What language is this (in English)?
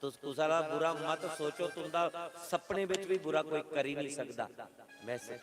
Dogri